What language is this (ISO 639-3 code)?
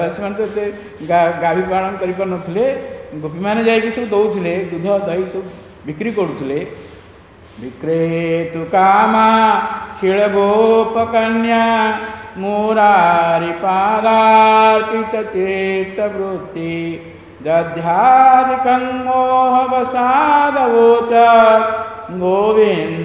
ori